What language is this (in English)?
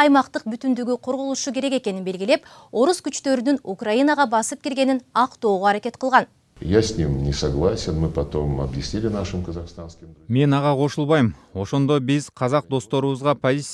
Kyrgyz